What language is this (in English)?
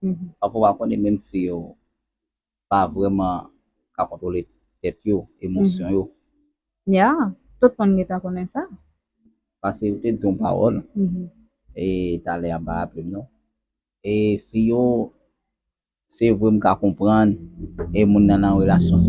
Haitian Creole